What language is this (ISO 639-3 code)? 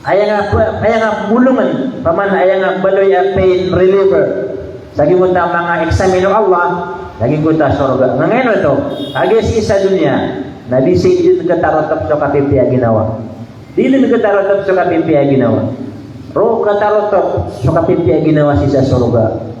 mrw